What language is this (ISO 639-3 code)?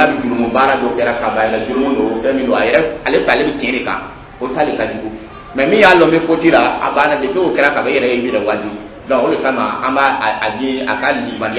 dyu